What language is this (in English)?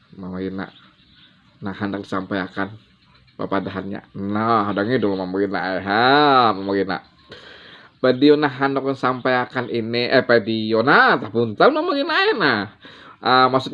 Banjar